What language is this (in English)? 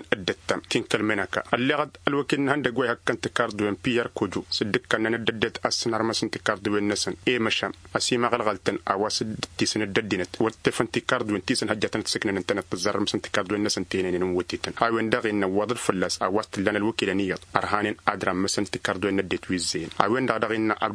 Tamasheq